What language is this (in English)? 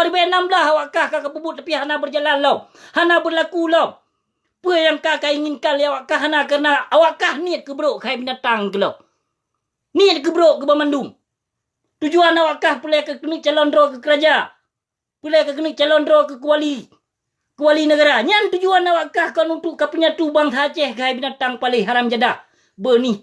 Achinese